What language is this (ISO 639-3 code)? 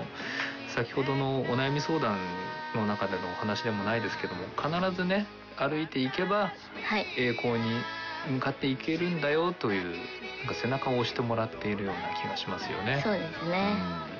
jpn